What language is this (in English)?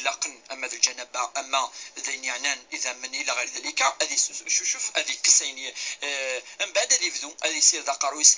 Kabyle